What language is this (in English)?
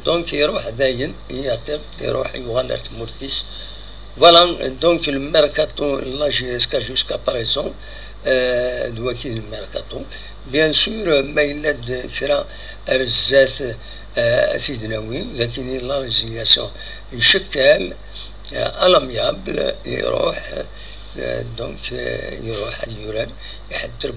Kabyle